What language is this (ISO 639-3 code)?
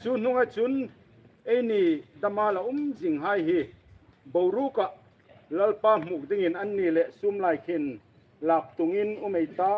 hmr